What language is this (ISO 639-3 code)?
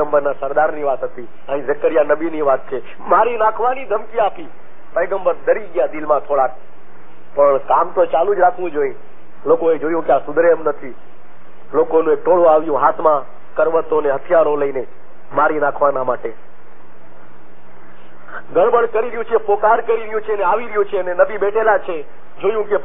guj